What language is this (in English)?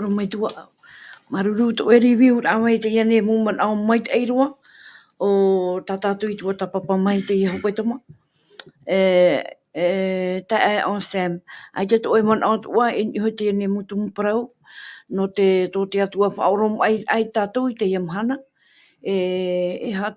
Tahitian